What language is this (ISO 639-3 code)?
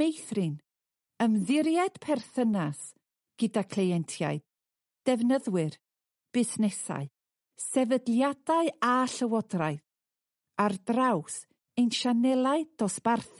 cym